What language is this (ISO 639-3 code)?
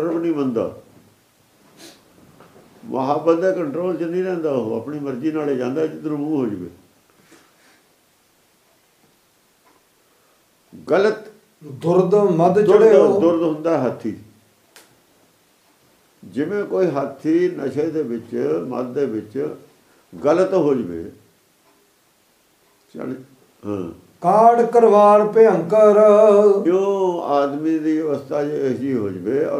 pan